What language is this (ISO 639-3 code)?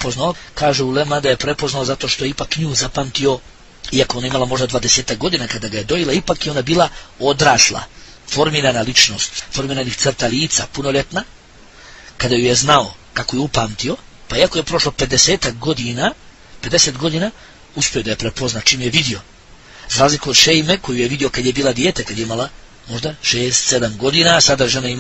bos